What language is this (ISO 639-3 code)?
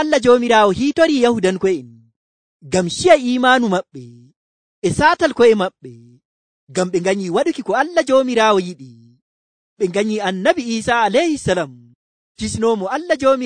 fuv